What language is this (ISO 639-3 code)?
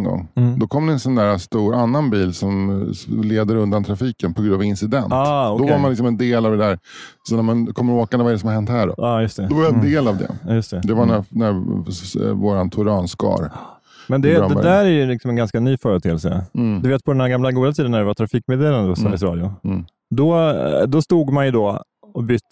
swe